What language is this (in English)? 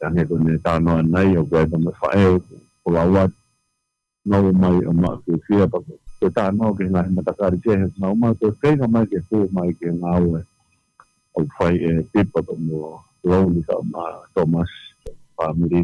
Tongan